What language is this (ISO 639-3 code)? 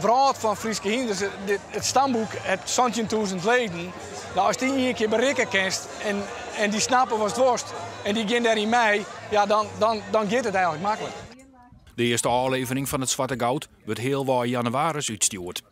fry